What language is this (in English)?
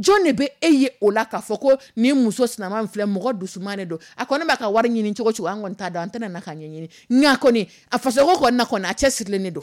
Dyula